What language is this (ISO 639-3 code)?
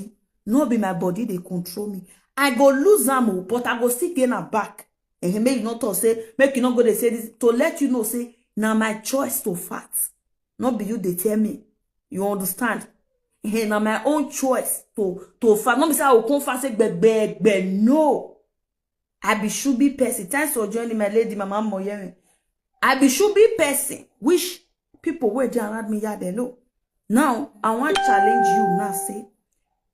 pcm